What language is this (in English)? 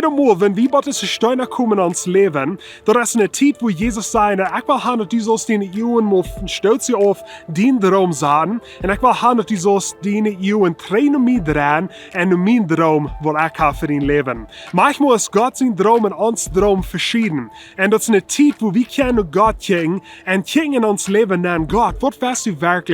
Plautdietsch